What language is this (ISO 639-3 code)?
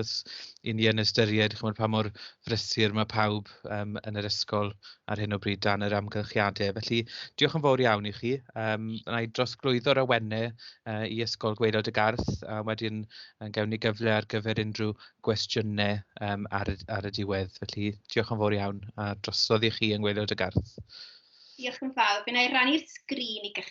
cym